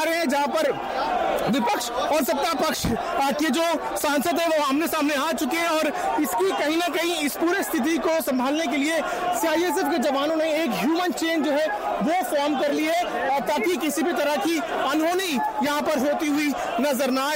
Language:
Hindi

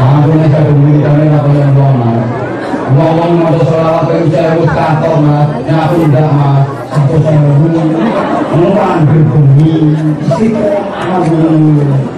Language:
Javanese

